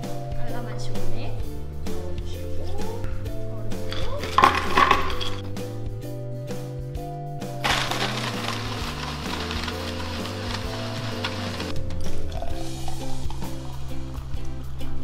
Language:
Korean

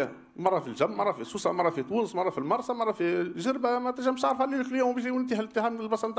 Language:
Tunisian Arabic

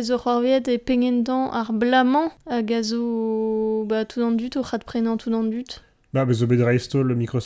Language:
Breton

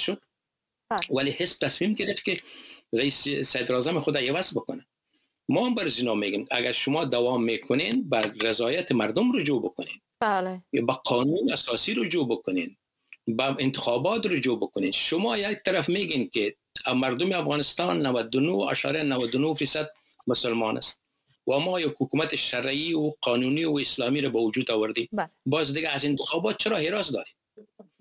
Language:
Persian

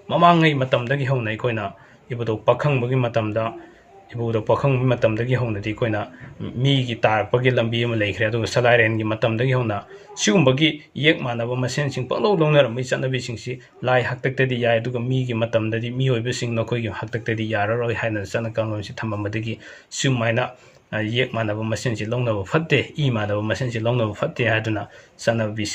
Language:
Manipuri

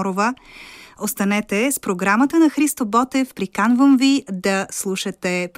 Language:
Bulgarian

